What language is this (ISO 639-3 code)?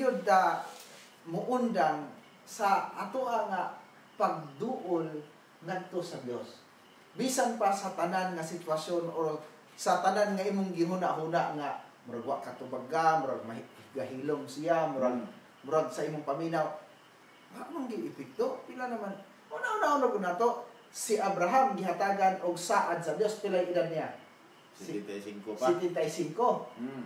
ceb